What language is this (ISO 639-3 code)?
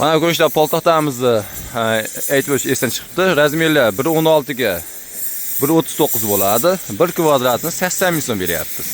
uzb